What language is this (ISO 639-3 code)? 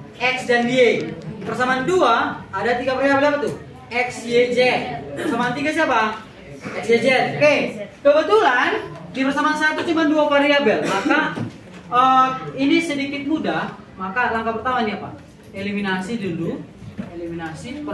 ind